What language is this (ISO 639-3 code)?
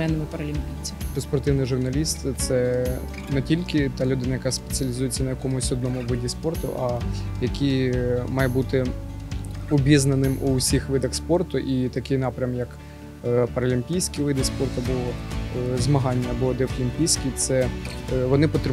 ukr